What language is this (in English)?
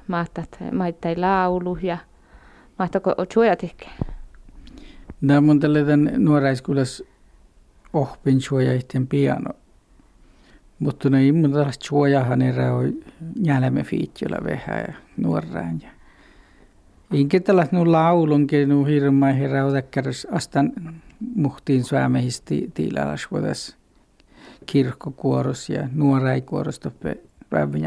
Finnish